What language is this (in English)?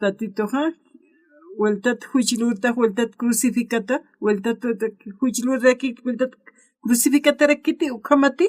Aymara